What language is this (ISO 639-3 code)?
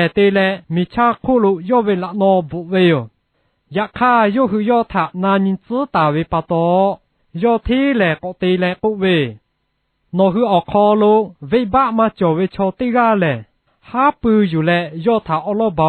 lhu